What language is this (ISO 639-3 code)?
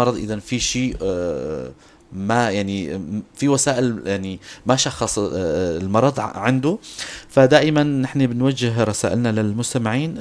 apc